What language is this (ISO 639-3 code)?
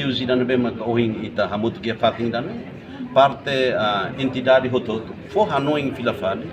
tet